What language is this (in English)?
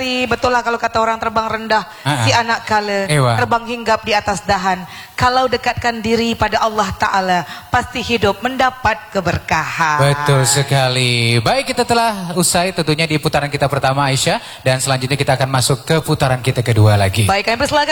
Malay